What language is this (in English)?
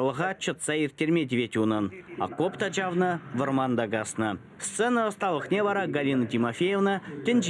Chuvash